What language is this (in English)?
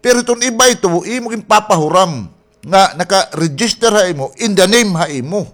Waray